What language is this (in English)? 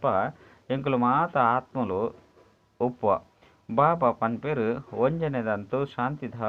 Tulu